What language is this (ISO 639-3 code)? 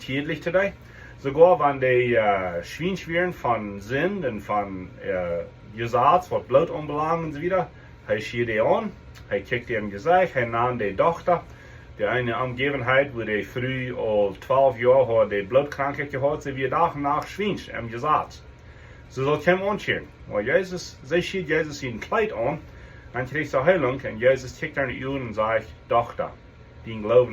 pdt